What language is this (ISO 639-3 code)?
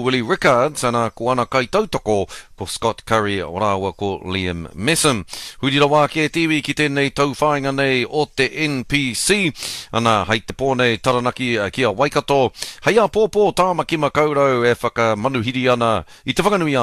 mri